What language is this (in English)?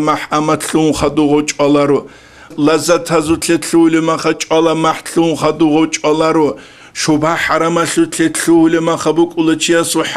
Avaric